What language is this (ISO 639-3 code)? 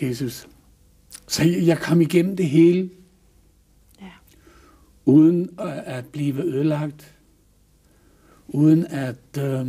dan